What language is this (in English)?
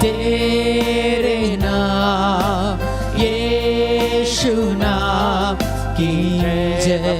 Konkani